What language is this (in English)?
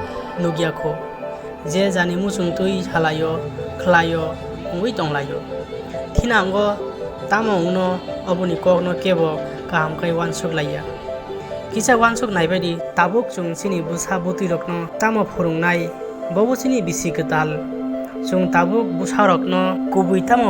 Kok Borok